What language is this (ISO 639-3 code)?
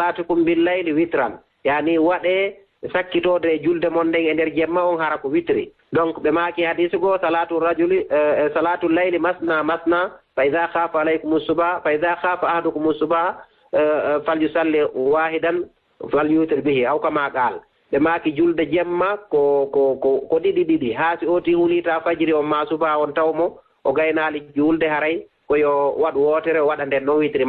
ful